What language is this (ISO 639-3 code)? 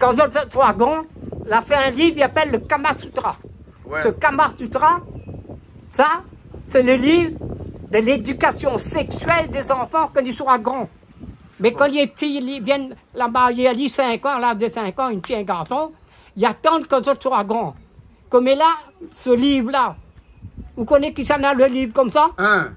rcf